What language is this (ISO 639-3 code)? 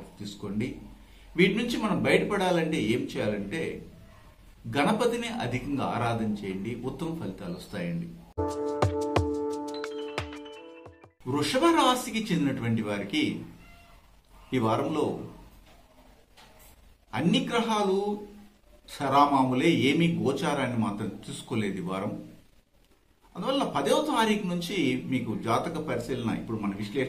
tel